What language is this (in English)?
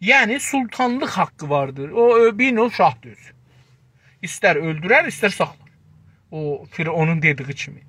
South Azerbaijani